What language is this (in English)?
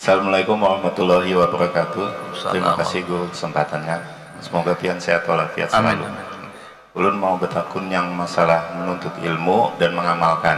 Banjar